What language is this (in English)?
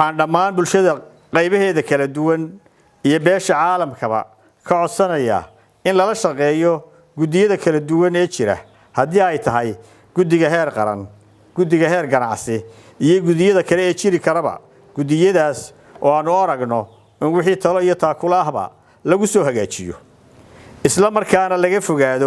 Somali